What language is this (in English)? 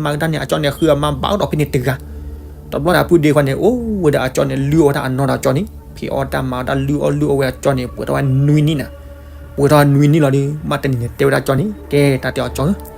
S'gaw Karen